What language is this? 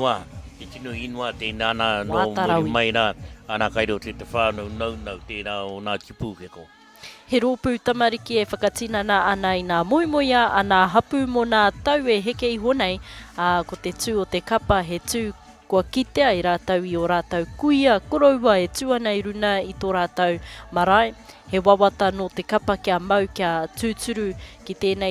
Māori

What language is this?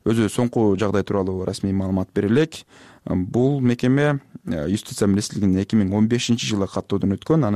Kyrgyz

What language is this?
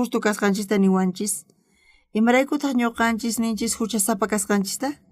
South Bolivian Quechua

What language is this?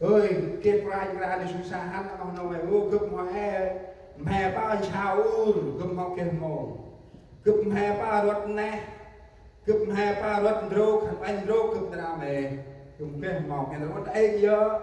Central Mnong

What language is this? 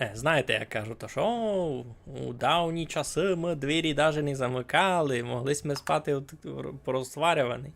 Rusyn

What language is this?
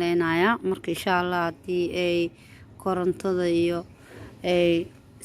Somali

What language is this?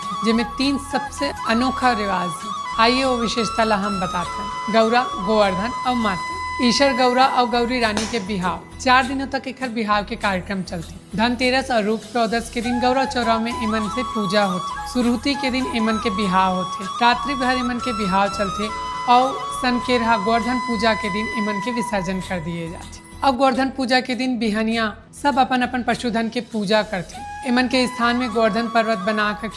Chhattisgarhi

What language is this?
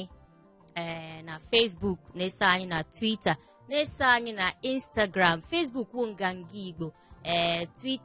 Igbo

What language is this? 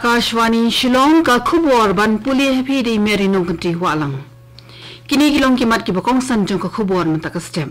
Khasi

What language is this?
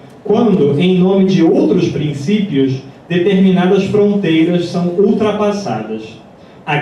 Portuguese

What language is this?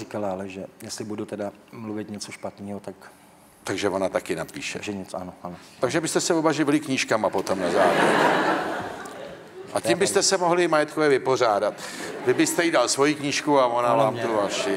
Czech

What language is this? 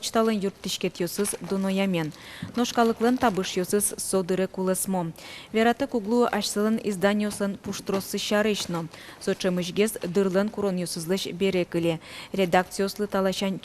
Udmurt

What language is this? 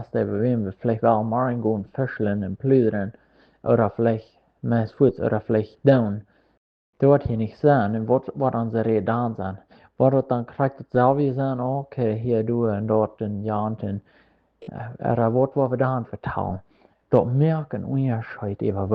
Plautdietsch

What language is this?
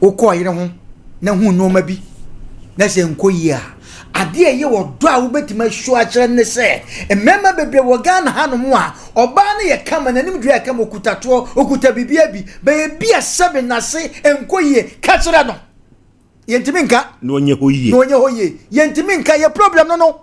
Akan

